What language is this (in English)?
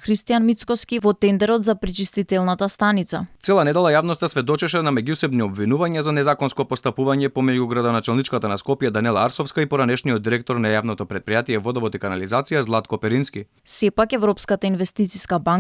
Macedonian